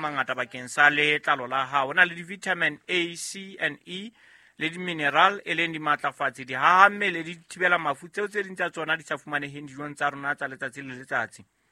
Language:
Southern Sotho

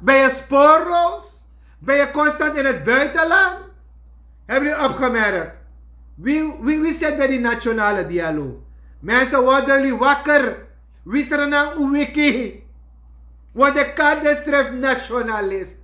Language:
Sranan Tongo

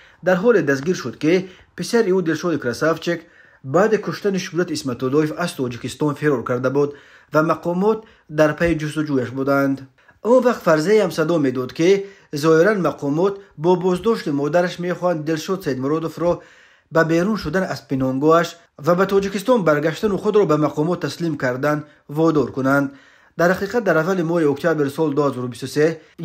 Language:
Tajik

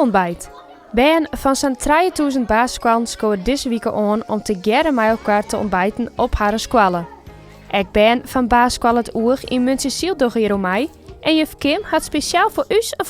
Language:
Western Frisian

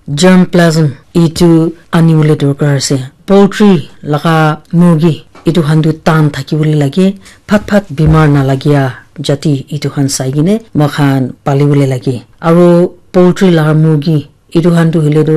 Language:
Naga Pidgin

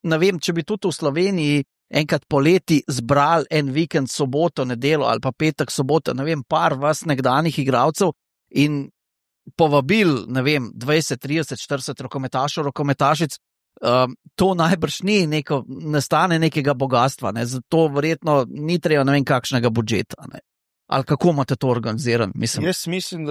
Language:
Slovenian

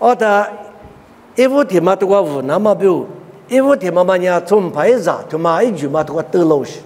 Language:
Lisu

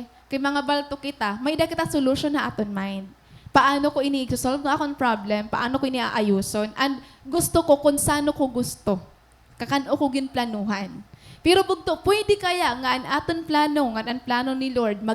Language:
Waray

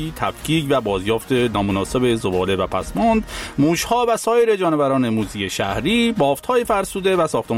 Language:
Persian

